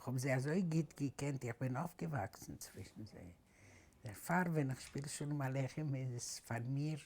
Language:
Yiddish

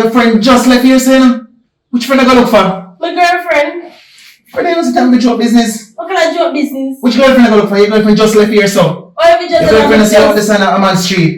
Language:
Jamaican Creole English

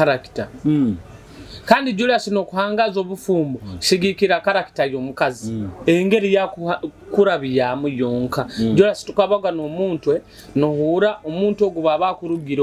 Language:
Nyoro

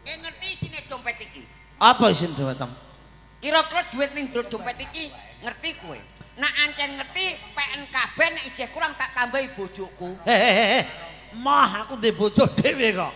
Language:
Javanese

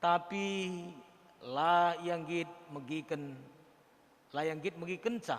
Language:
Batak Karo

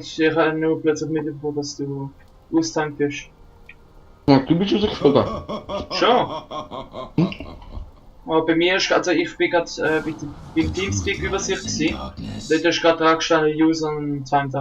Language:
Swiss German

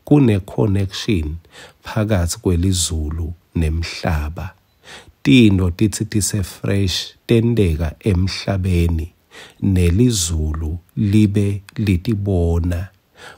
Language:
Swati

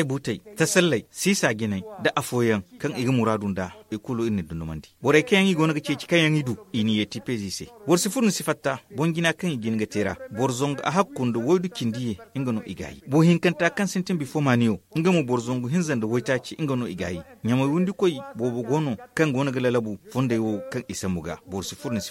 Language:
Zarma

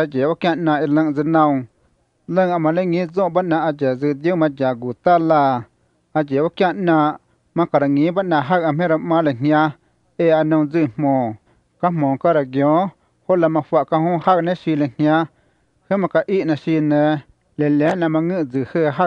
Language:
Vietnamese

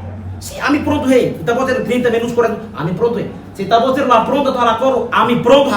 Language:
Tetum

